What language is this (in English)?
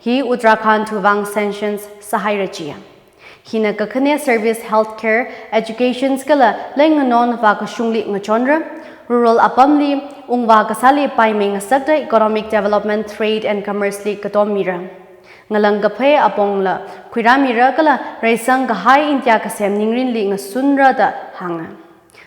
Tangkhul Naga (India)